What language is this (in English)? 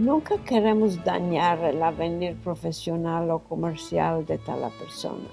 Ladino